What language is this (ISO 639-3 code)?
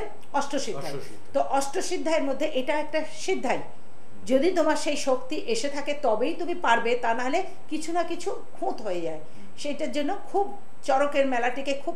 ben